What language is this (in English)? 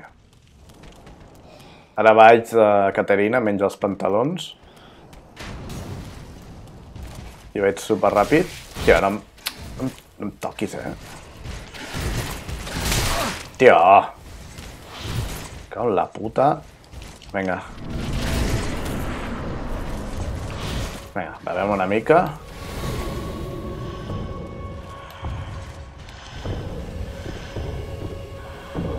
Catalan